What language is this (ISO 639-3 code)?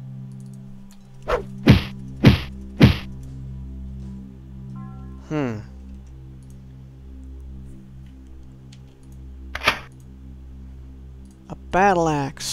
eng